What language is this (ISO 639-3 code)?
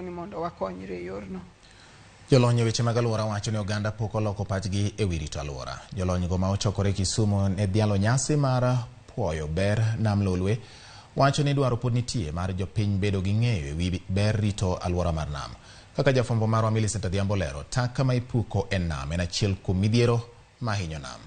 luo